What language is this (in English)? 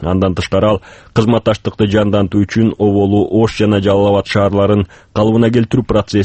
Kyrgyz